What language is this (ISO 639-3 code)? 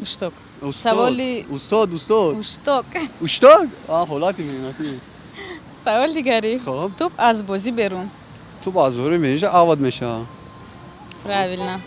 tgk